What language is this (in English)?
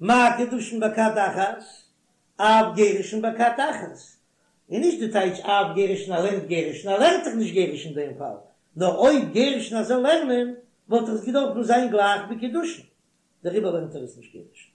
Yiddish